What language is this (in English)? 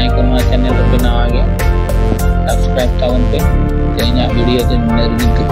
Santali